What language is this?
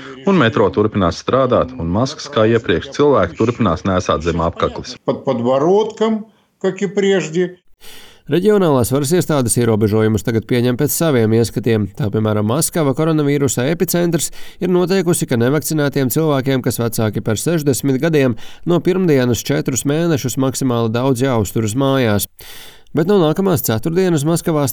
Latvian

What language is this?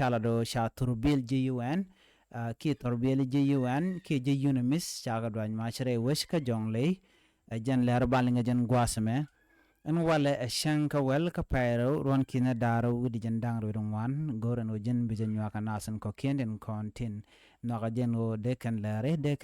Nuer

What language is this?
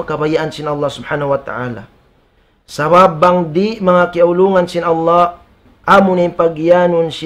Tausug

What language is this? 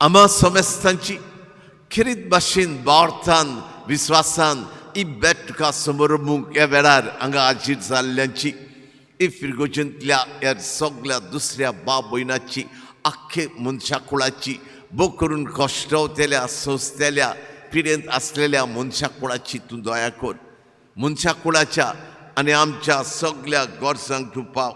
Konkani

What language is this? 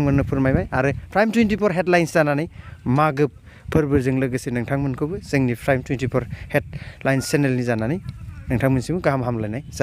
Bodo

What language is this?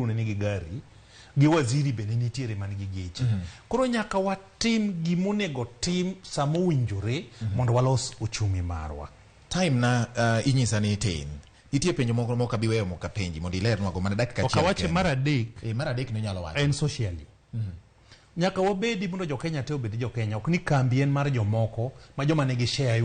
Luo (Kenya and Tanzania)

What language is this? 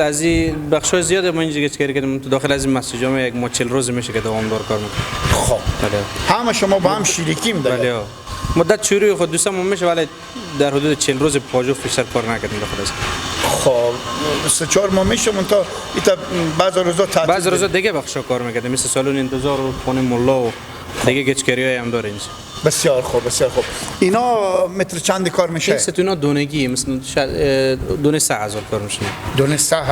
Hazaragi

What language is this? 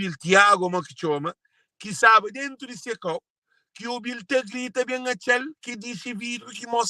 Kabuverdianu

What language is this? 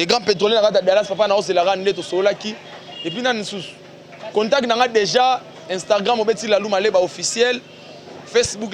Lingala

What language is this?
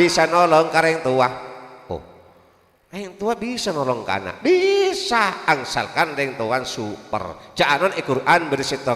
Madurese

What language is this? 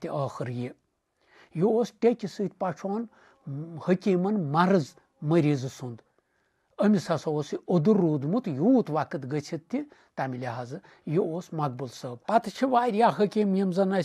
Kashmiri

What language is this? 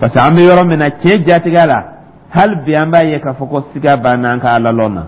Dyula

